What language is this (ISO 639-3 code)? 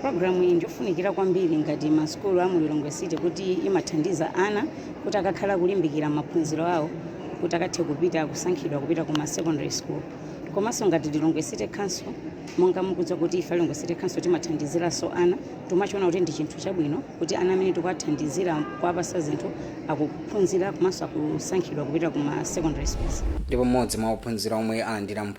nya